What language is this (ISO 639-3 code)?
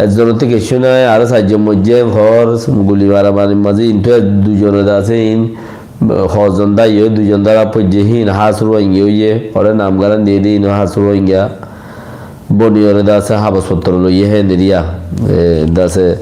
rhg